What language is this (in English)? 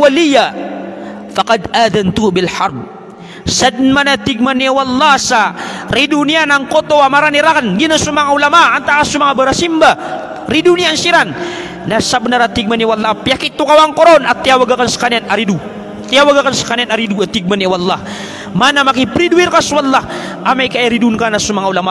Maranao